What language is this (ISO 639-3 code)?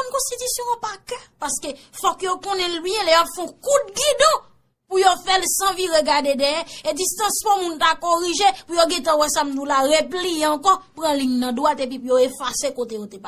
hat